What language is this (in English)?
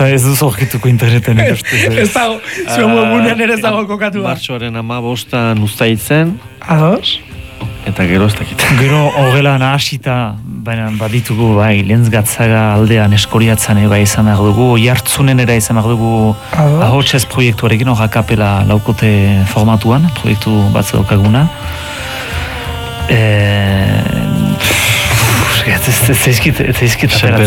Basque